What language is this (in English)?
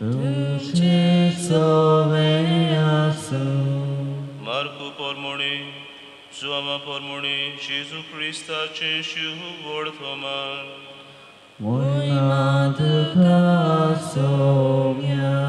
Konkani